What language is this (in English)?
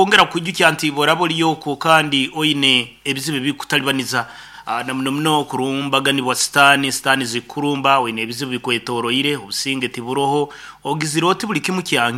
Nyoro